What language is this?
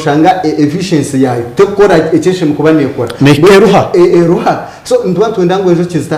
Nyankole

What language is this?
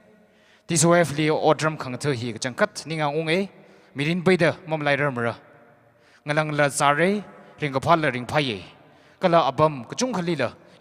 Tangkhul Naga (India)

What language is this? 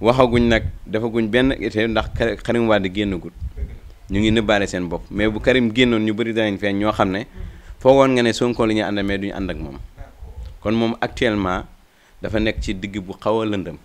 Wolof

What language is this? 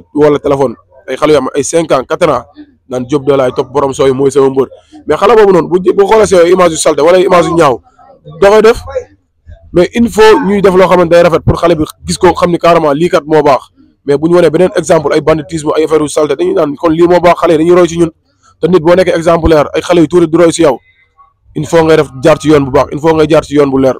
Wolof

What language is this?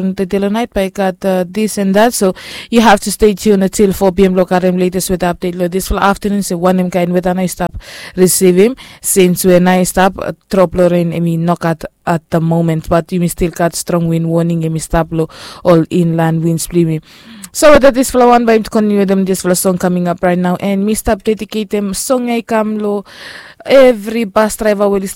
Bislama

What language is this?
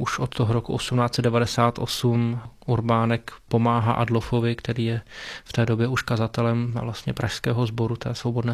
Czech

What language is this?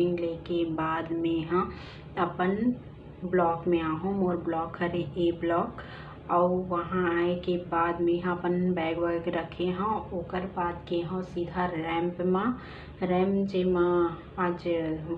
Chhattisgarhi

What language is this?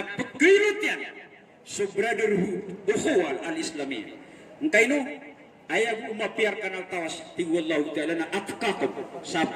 Maranao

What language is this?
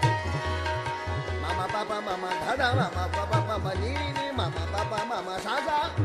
Hindi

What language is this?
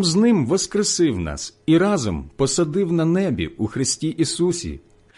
Ukrainian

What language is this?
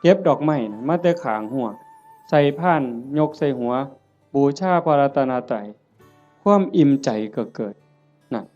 Northeastern Thai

